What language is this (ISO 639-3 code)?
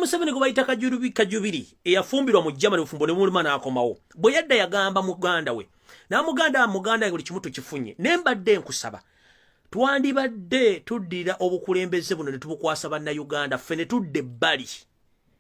lug